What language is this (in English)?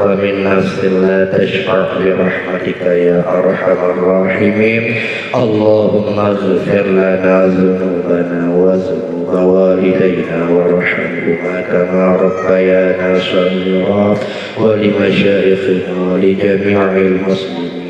Achinese